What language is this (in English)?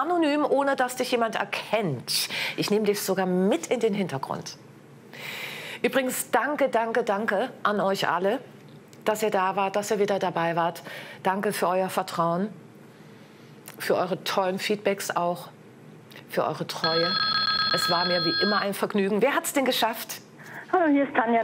German